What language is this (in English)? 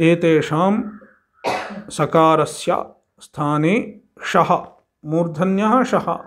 Sanskrit